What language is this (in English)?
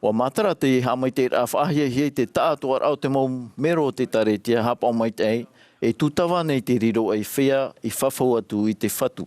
Tahitian